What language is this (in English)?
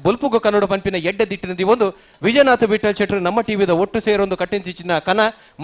Tulu